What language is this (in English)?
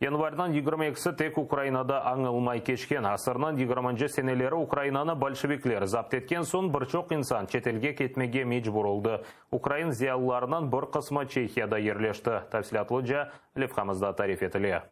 Crimean Tatar